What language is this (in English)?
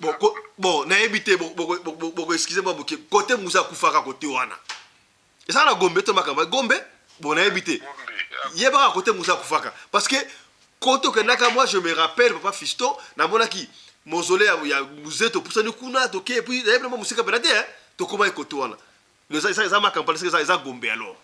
Lingala